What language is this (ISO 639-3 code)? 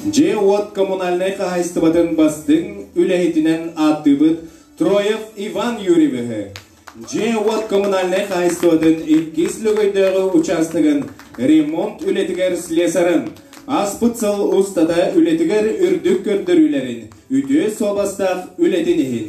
sah